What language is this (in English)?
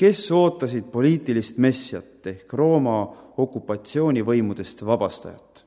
Estonian